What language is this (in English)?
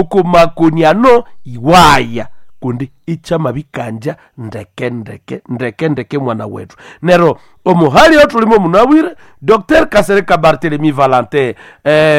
Nande